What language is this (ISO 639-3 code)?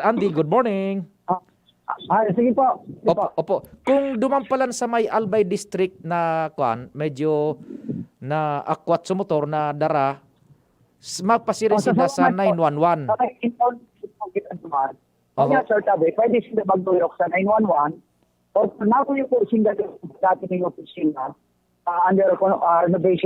bik